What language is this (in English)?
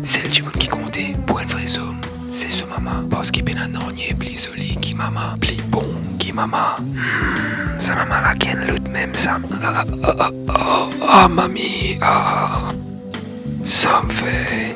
Morisyen